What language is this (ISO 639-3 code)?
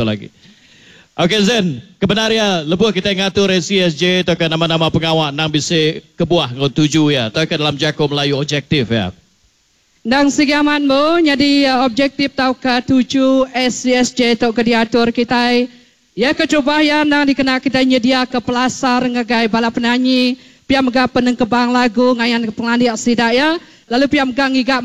iba